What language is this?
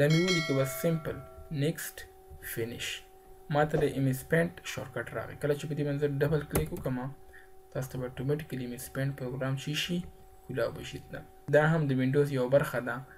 Pashto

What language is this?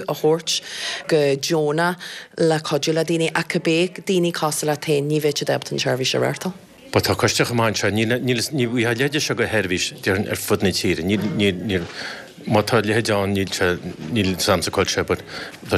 Irish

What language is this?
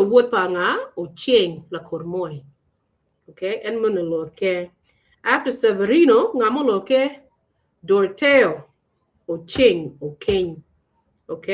Acoli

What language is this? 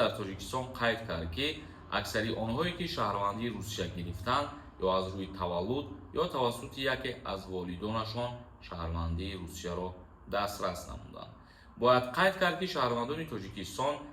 Tajik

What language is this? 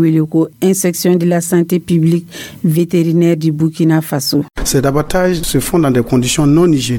Dyula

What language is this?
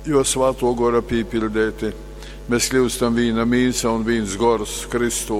Latgalian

